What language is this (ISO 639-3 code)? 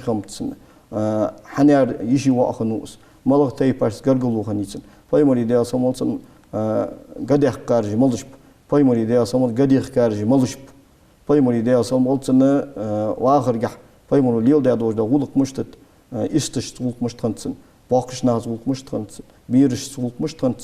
inh